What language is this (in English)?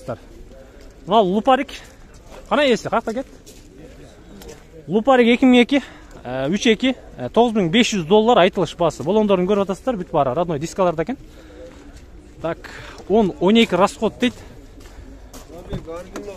Kyrgyz